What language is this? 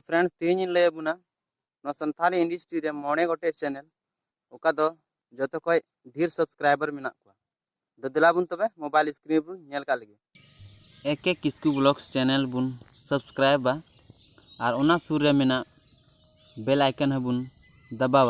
Santali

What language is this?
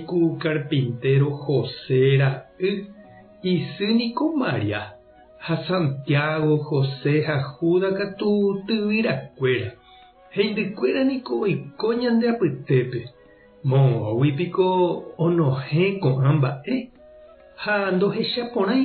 Guarani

